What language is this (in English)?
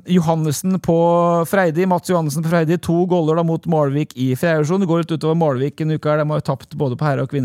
Norwegian